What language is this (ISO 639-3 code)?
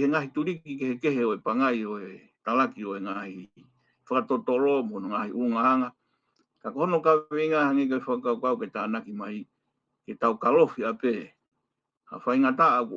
ton